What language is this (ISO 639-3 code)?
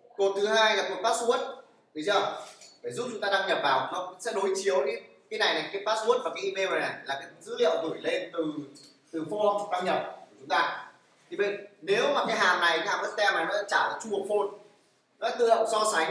vie